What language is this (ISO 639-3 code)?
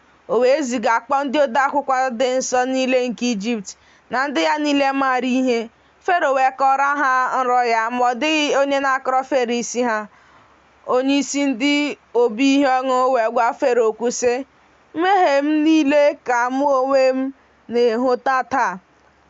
ibo